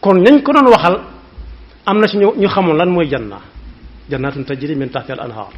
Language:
Wolof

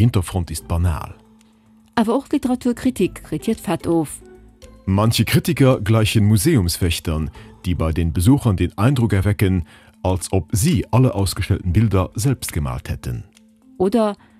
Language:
Luxembourgish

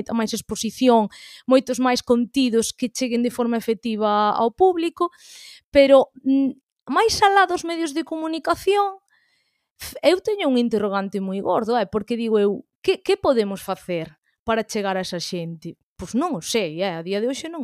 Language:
Galician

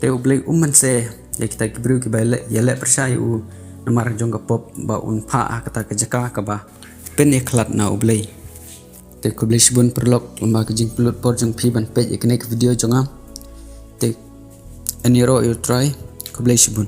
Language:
Khasi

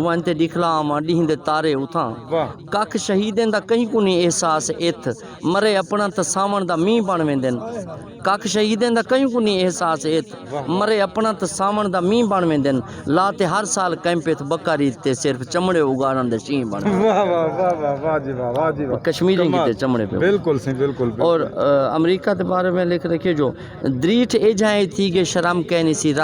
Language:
Saraiki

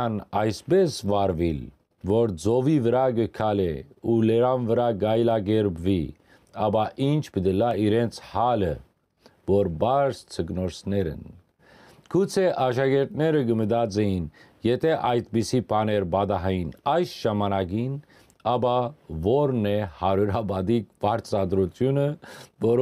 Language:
Western Armenian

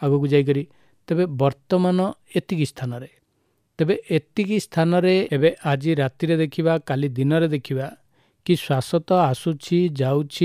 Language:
Odia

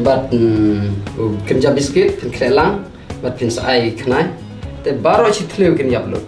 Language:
Khasi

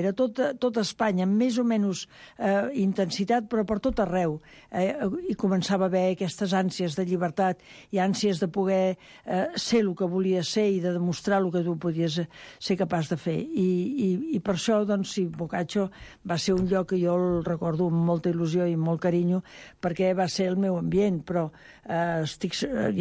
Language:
Catalan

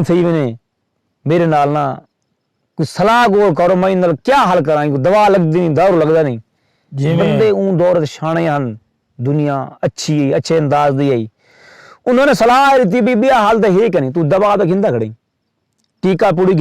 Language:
Saraiki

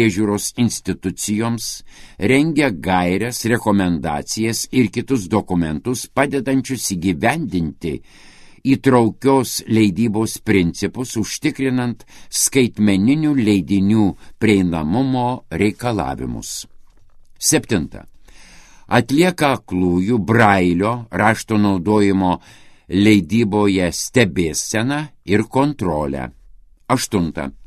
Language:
Lithuanian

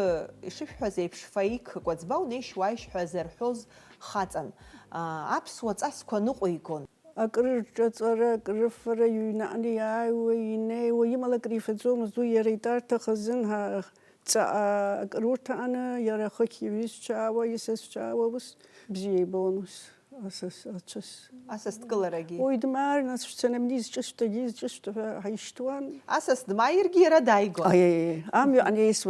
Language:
Abkhazian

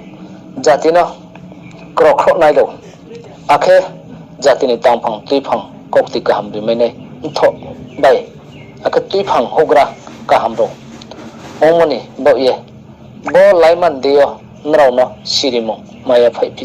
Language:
Riang (India)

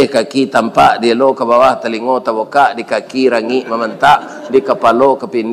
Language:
Minangkabau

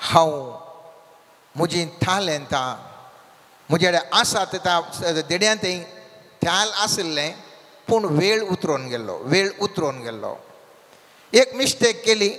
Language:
Konkani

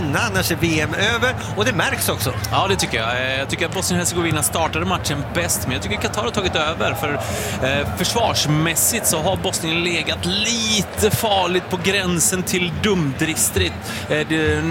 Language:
Swedish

